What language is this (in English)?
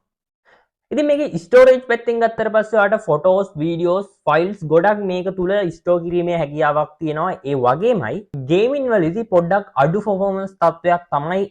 Sinhala